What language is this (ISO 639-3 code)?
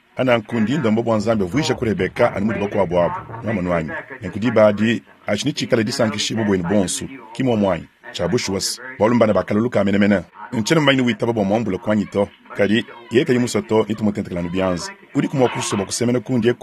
lua